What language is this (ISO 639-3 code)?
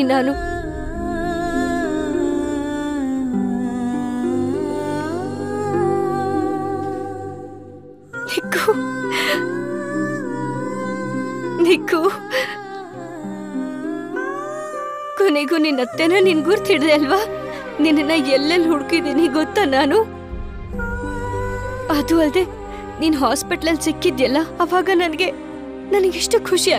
kan